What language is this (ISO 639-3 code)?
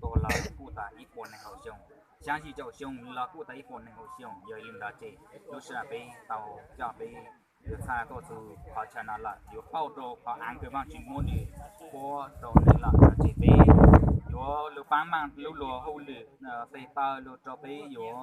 hmn